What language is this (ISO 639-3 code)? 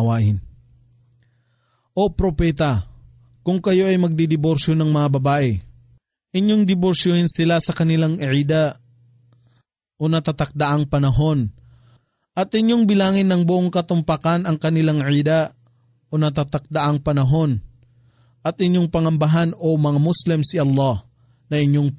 fil